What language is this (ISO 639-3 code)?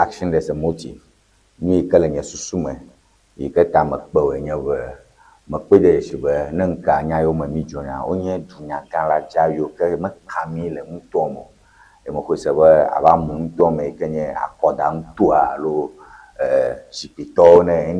ewe